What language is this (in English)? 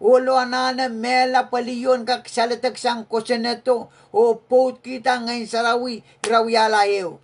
Pohnpeian